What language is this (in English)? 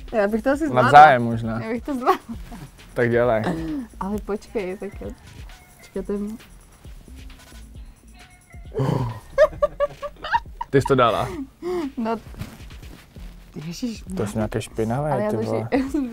Czech